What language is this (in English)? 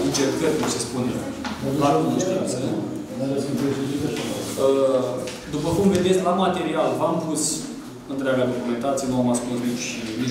Romanian